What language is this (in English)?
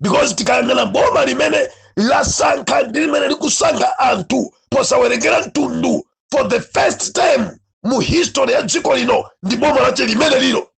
Nyanja